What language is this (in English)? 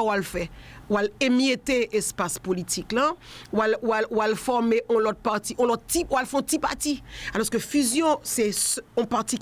Haitian Creole